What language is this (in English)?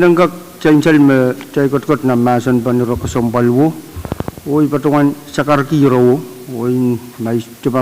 Pohnpeian